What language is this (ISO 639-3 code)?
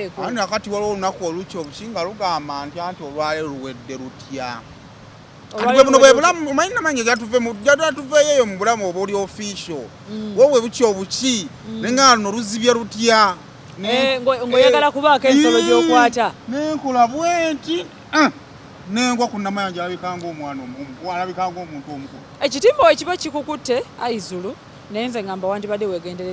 lug